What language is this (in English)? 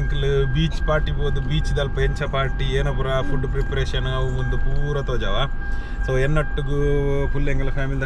Tulu